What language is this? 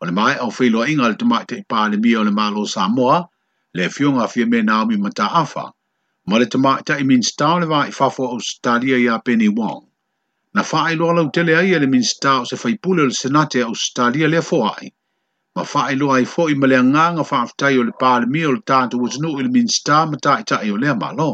Samoan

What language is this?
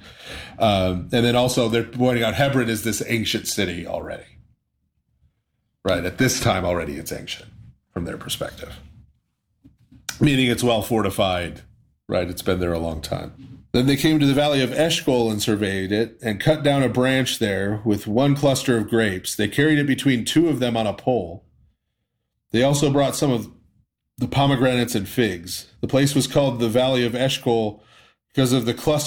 English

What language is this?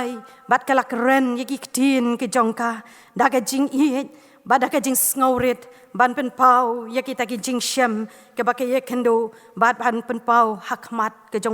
Khasi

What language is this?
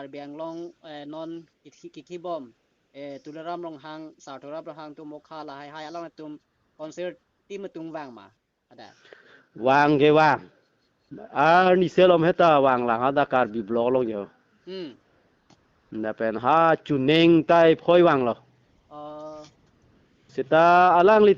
Karbi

